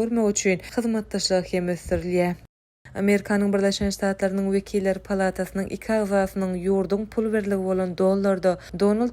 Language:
Turkmen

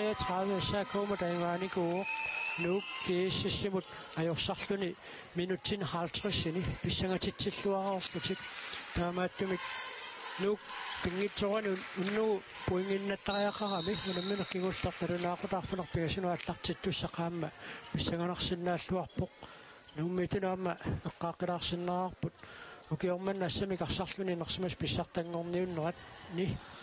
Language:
Kalaallisut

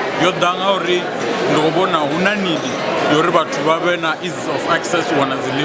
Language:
Venda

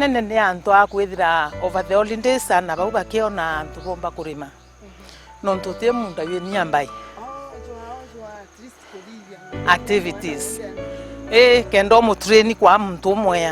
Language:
Meru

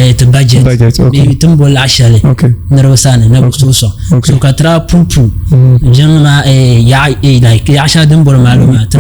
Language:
Dagbani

